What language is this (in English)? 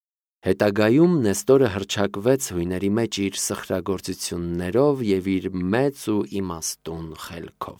Armenian